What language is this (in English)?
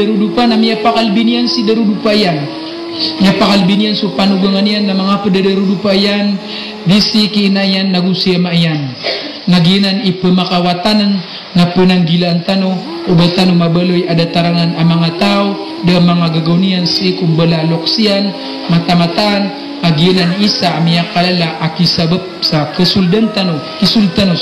Maranao